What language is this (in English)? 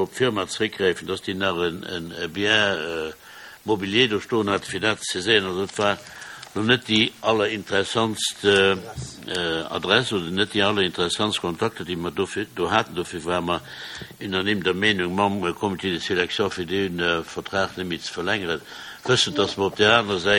Luxembourgish